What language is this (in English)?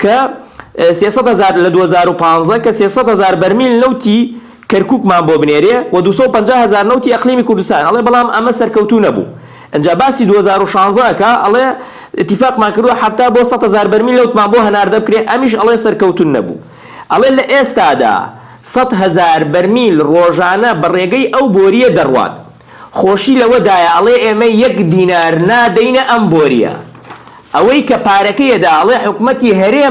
Central Kurdish